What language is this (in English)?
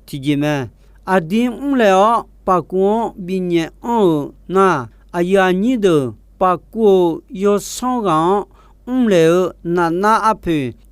Akha